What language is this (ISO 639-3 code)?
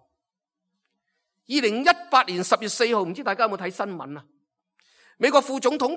yue